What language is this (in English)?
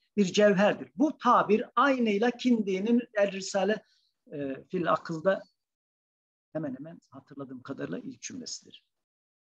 Turkish